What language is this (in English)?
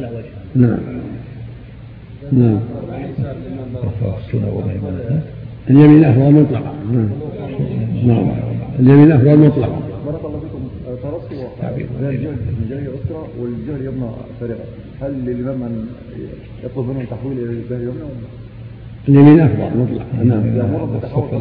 Arabic